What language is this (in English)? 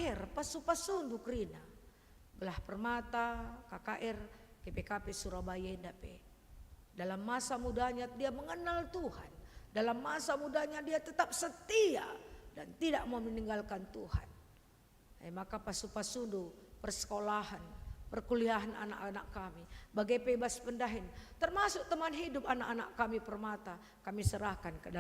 Batak Karo